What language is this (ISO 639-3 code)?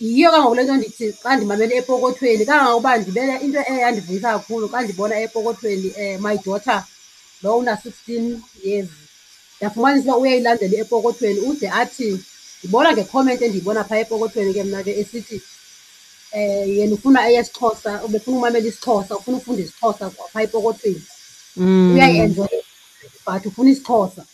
xho